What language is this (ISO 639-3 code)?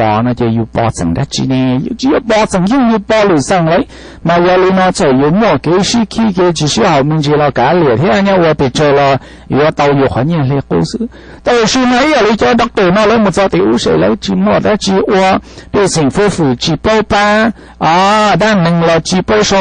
hmn